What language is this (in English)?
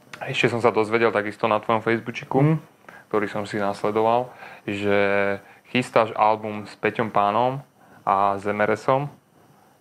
Slovak